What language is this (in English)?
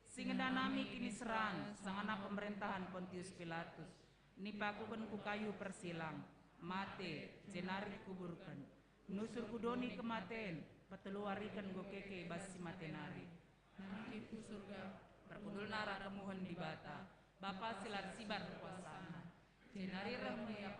Batak Karo